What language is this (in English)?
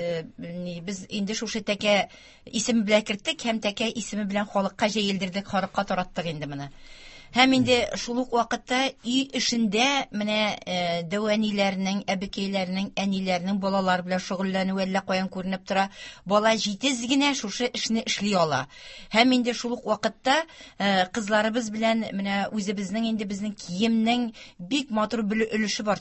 Tatar